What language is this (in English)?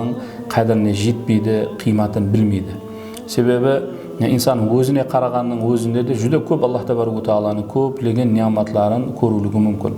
Kara-Kalpak